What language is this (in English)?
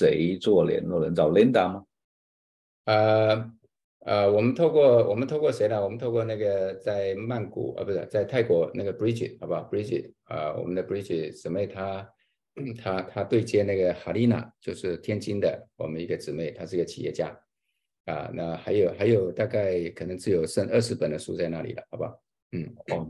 Chinese